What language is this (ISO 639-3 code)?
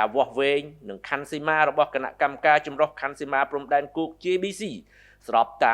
khm